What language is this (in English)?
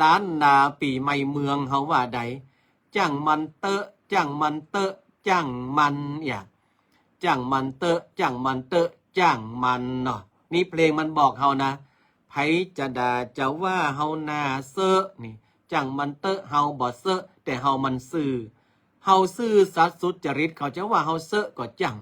Northern Thai